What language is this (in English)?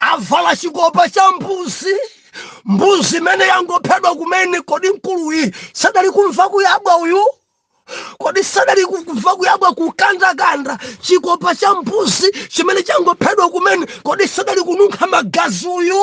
Nyanja